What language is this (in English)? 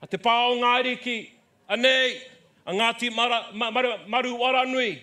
Māori